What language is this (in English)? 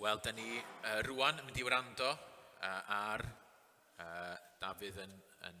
Welsh